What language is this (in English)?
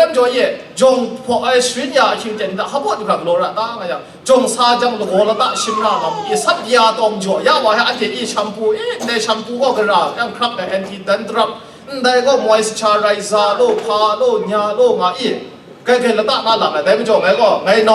Kachin